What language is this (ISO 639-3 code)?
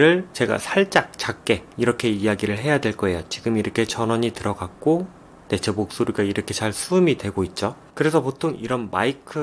kor